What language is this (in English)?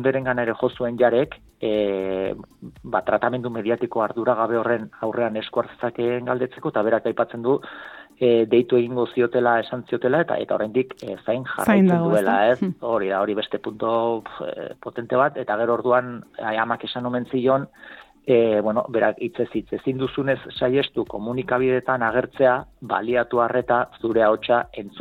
Basque